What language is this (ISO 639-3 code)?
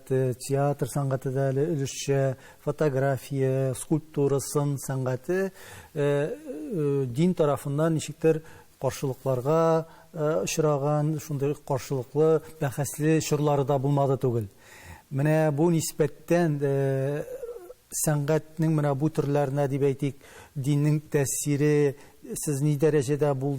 tat